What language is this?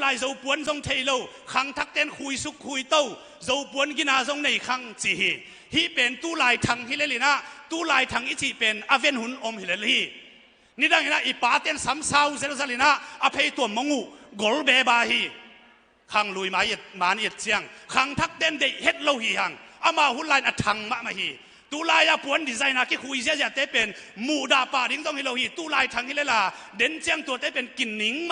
Tedim Chin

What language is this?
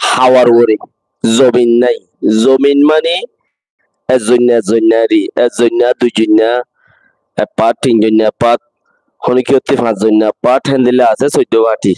Rohingya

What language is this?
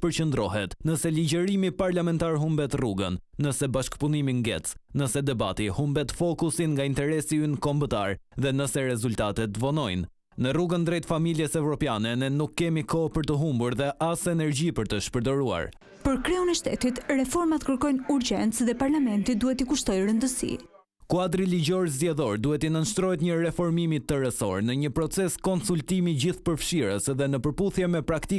Albanian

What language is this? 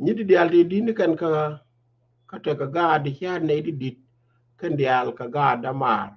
Nuer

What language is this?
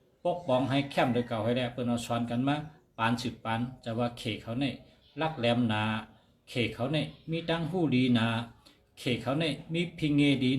Shan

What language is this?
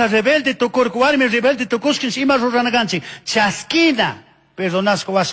Chimborazo Highland Quichua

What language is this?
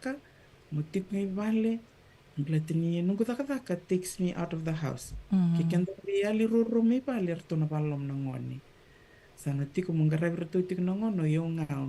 Fijian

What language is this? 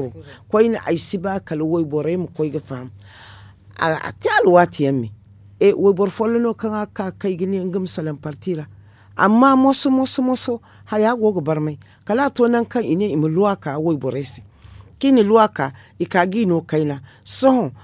Zarma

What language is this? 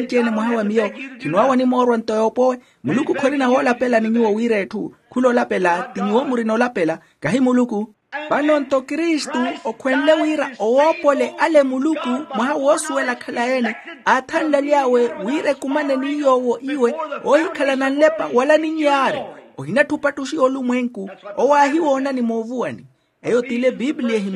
Makhuwa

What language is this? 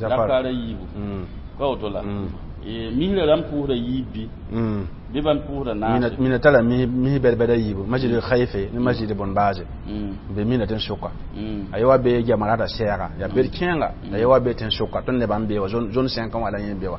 Mossi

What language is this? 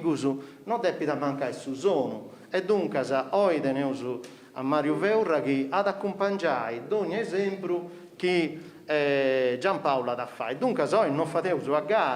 Sardinian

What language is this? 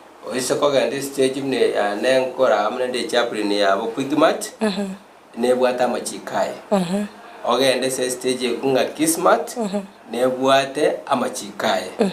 Gusii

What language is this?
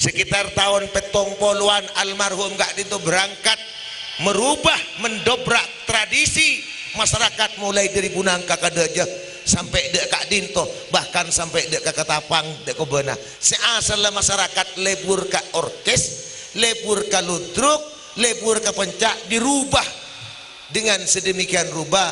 Madurese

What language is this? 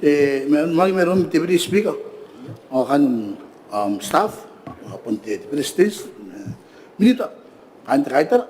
Gilbertese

